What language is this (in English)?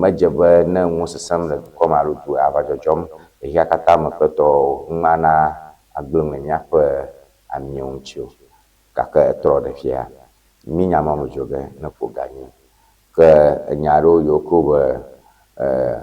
Ewe